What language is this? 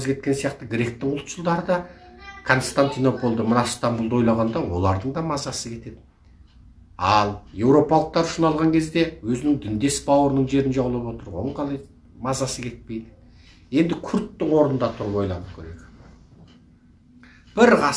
Kazakh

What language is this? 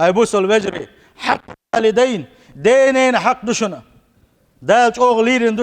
Chechen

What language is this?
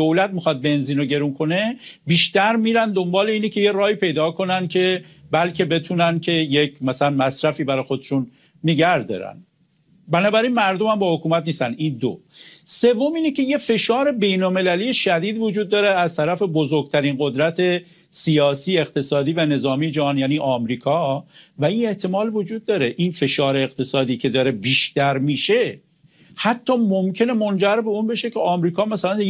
Persian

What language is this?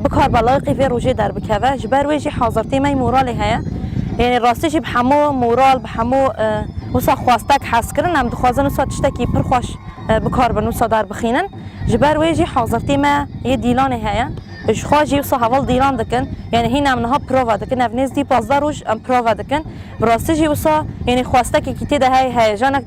Kurdish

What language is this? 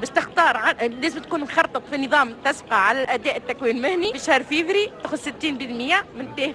Tunisian Arabic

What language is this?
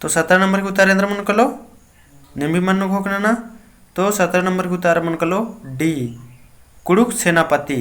Kurukh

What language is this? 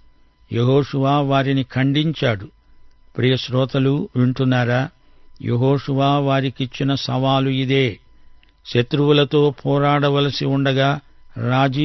Telugu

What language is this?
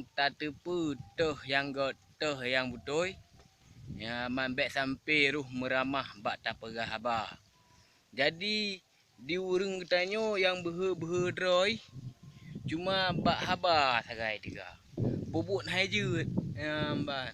Achinese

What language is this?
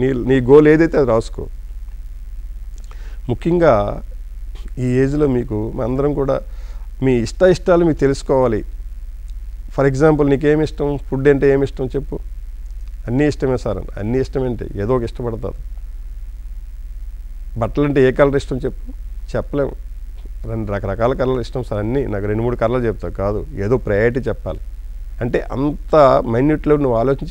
Telugu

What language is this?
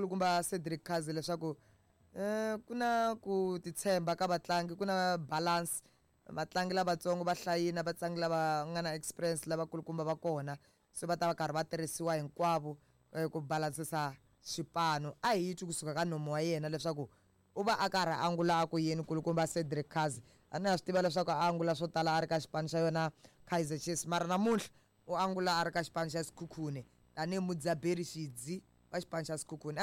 Tsonga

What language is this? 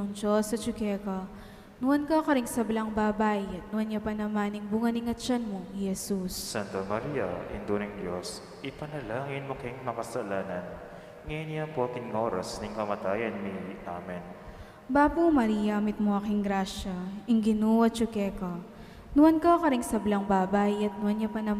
Pampanga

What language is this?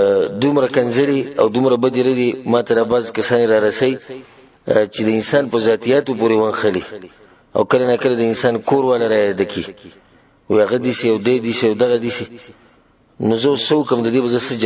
Pashto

